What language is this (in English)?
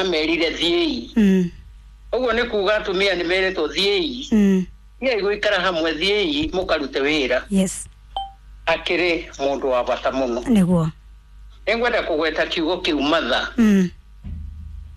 Kikuyu